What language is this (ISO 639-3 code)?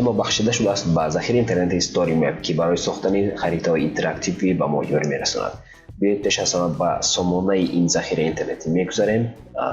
tgk